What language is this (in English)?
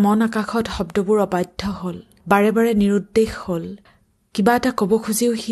Assamese